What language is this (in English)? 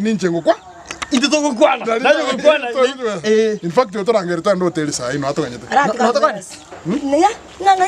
Gusii